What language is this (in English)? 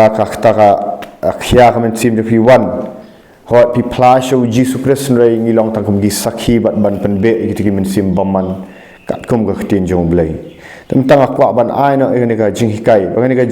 Khasi